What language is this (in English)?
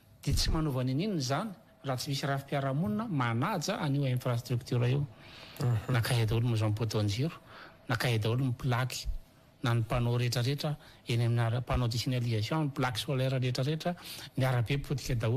Malagasy